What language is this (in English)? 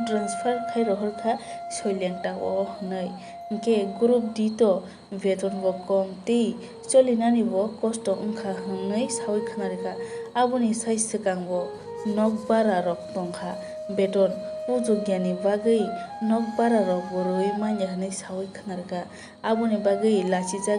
Kok Borok